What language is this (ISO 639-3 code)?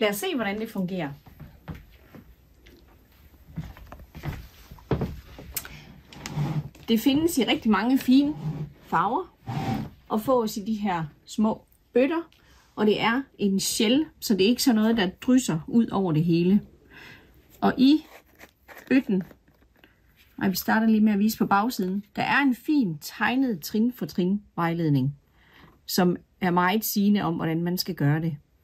dan